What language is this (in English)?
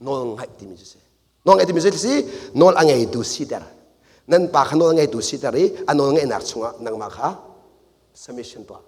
Hakha Chin